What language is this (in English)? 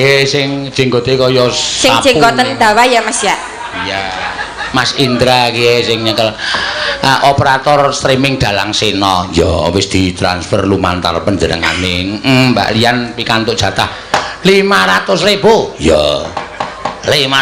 Javanese